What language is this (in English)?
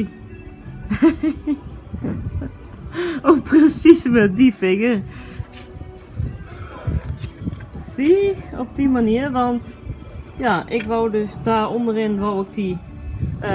Dutch